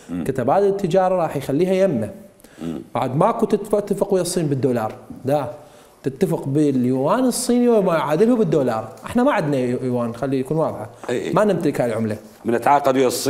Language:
Mesopotamian Arabic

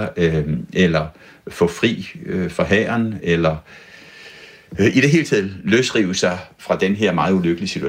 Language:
Danish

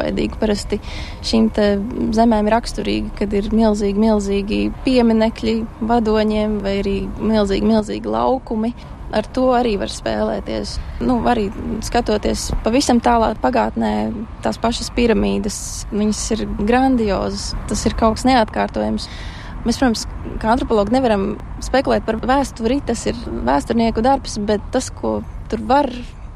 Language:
Latvian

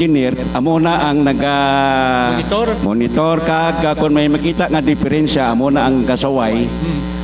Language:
Hiligaynon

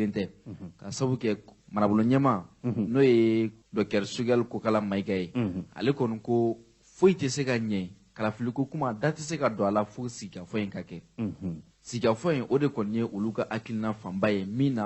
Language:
Bambara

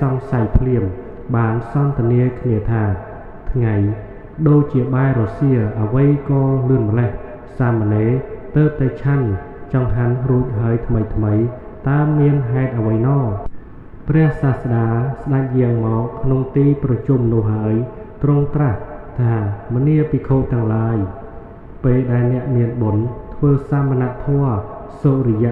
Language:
Khmer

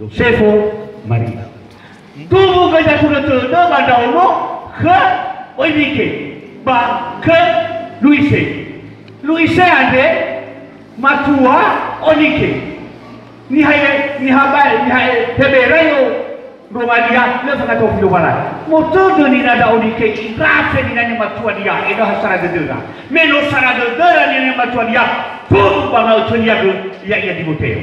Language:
Nias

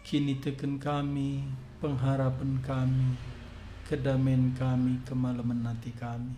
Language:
Batak Karo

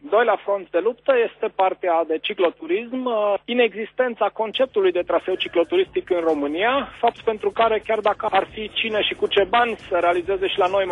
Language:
Romanian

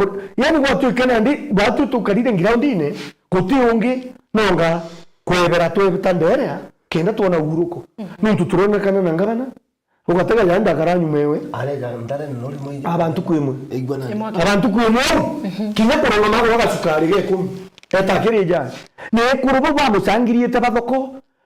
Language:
Meru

